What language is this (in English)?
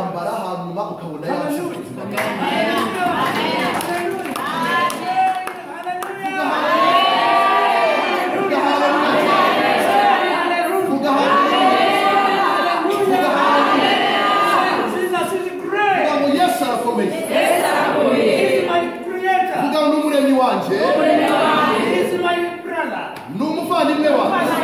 Kinyarwanda